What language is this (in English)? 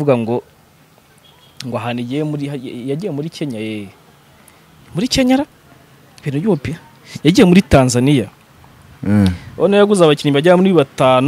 Kinyarwanda